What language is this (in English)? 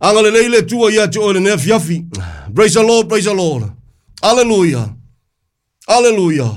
Samoan